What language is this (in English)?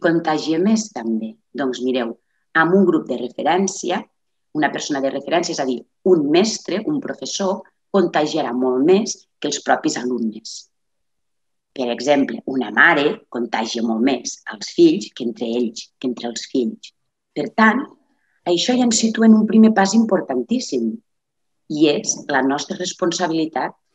Catalan